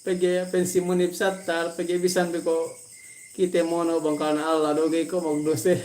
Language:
Yakan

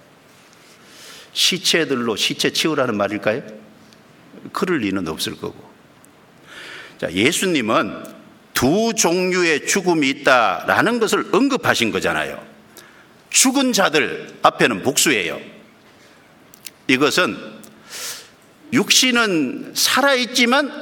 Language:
Korean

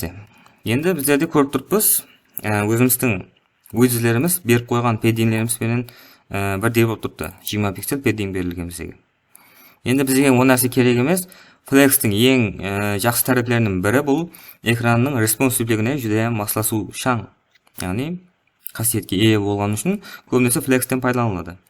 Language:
Kara-Kalpak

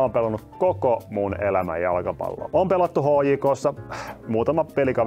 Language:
Finnish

